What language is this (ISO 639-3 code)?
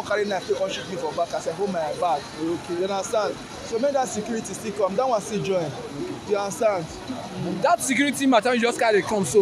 pcm